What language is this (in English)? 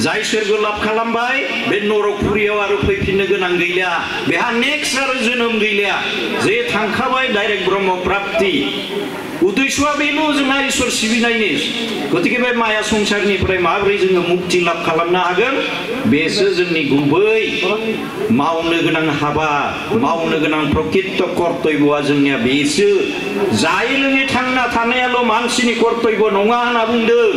Bodo